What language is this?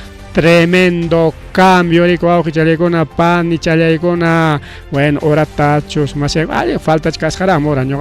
Ayacucho Quechua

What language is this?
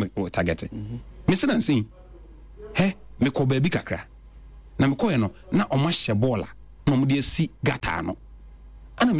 Akan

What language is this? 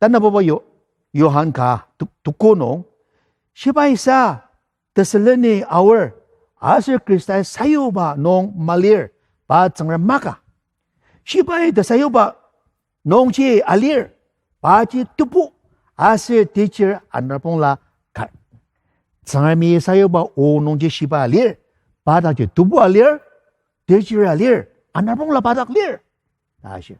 Ao Naga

